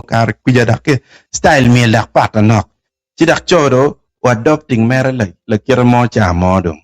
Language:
Acoli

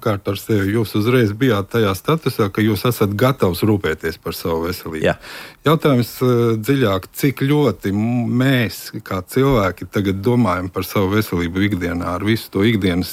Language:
Latvian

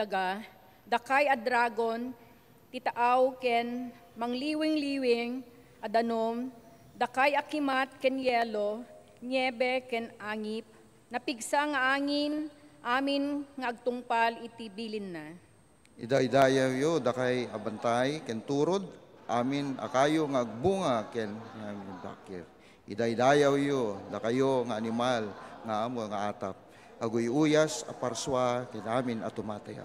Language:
Iloko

